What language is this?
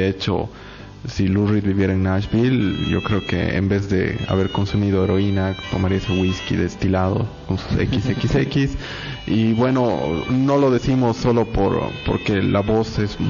Spanish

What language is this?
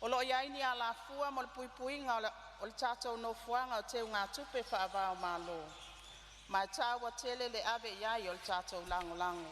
Samoan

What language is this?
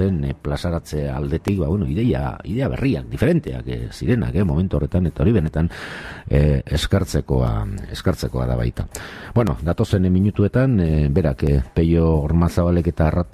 Basque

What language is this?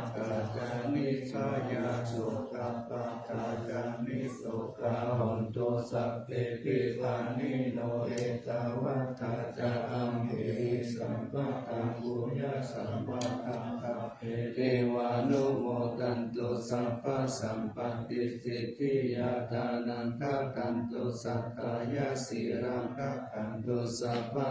Pali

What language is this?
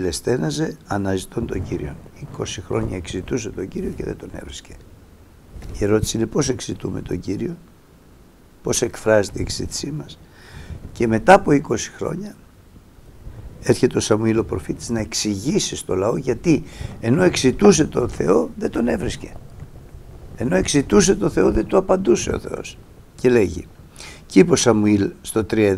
Greek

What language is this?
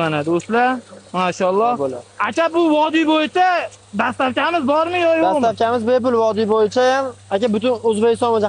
Uzbek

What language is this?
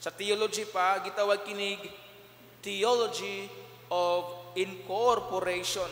Cebuano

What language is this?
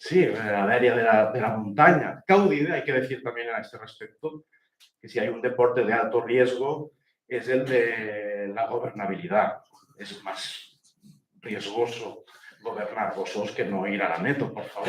Occitan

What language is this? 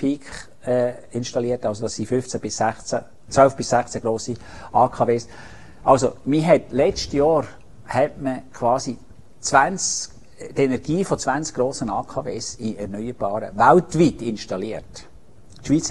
German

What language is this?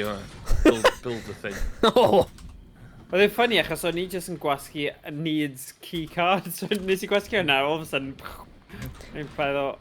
Welsh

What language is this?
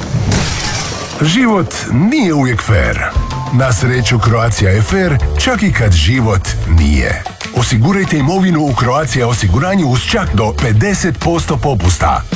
Croatian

